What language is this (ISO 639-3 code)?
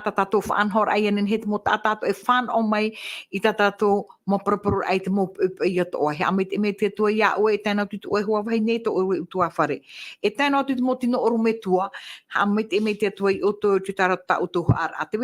tah